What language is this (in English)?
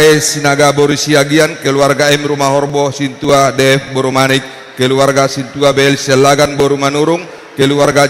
Batak Toba